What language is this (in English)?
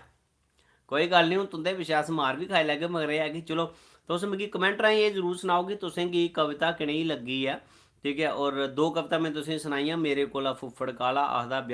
Dogri